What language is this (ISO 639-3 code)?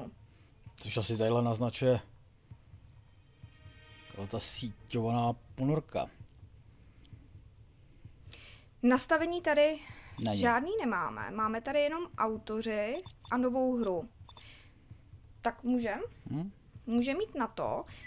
ces